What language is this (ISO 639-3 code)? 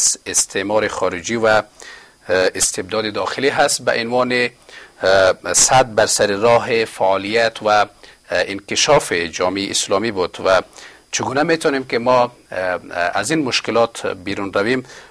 fas